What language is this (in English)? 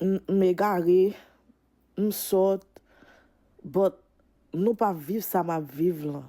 Haitian Creole